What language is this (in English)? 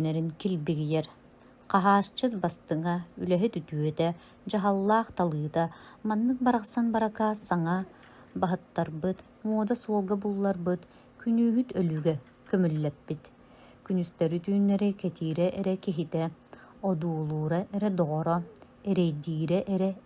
Yakut